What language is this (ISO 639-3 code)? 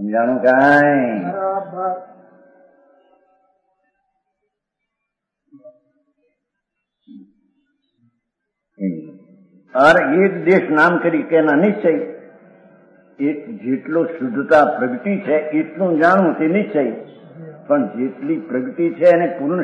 guj